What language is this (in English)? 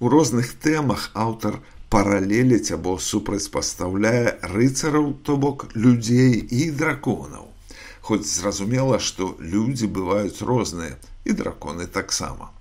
Belarusian